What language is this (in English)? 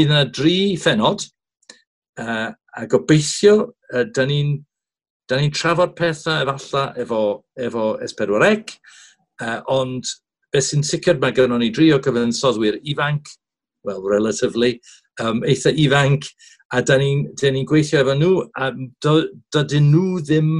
Welsh